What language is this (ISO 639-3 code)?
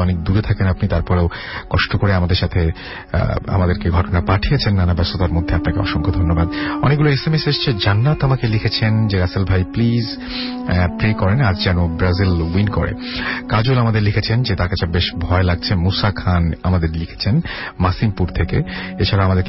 ben